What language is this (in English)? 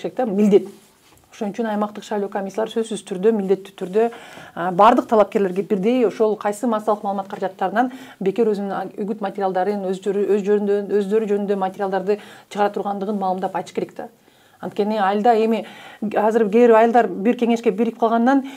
Kyrgyz